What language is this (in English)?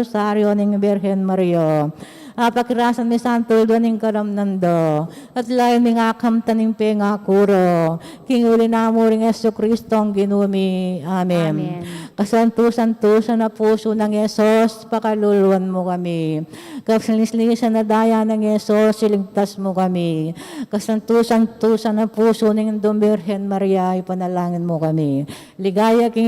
Pampanga